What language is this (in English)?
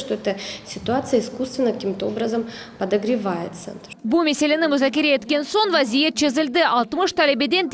Crimean Tatar